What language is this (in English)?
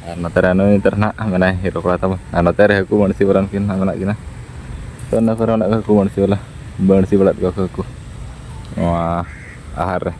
Santali